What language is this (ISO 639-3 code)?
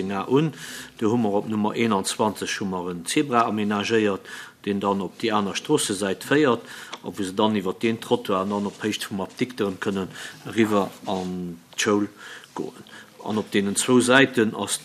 ltz